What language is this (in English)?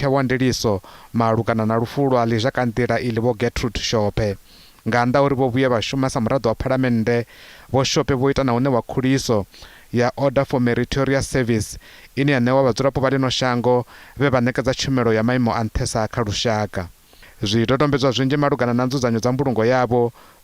Venda